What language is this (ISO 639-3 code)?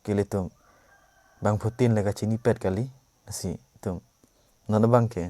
mjw